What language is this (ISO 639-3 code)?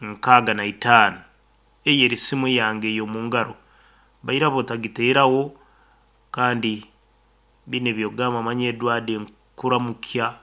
nyn